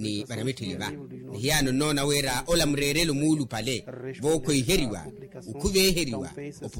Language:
Makhuwa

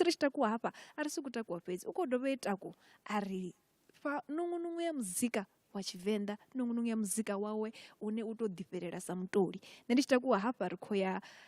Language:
Venda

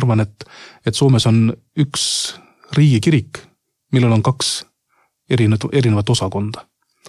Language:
Estonian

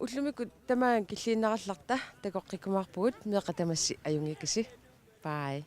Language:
Kalaallisut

